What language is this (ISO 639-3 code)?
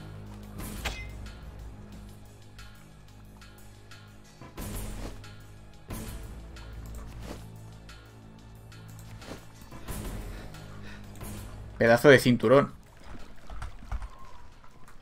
spa